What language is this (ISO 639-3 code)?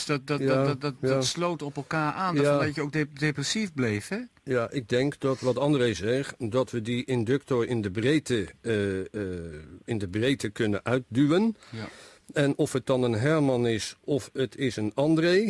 nld